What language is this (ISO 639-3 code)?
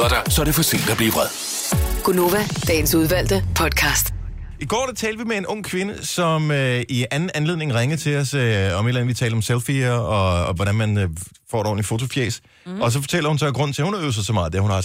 dan